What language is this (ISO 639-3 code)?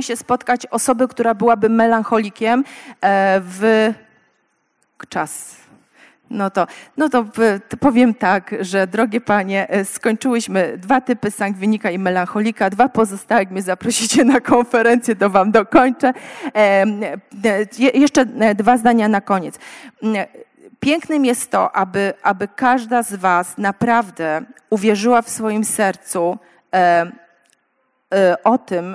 pol